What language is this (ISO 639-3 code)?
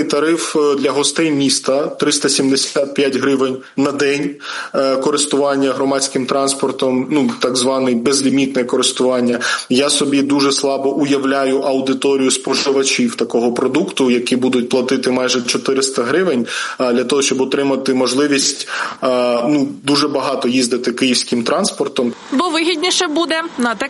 ukr